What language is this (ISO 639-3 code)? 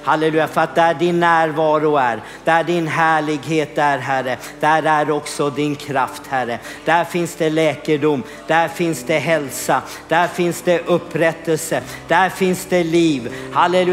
swe